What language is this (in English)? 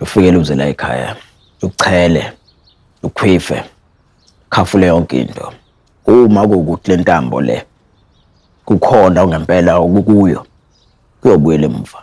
Zulu